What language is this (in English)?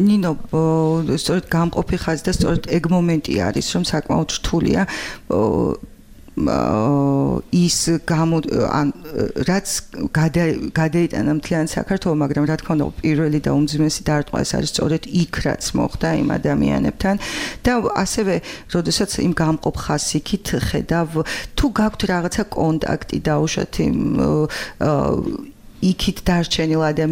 Georgian